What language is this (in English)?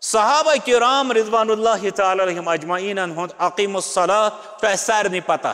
Kashmiri